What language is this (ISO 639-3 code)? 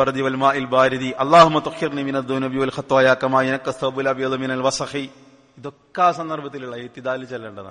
mal